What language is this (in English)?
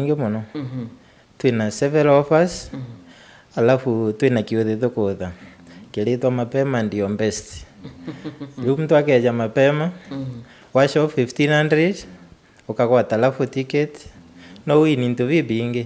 Meru